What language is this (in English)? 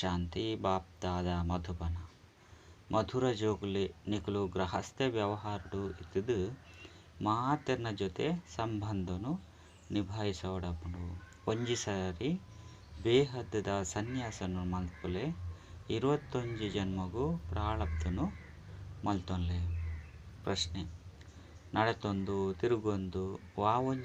Tulu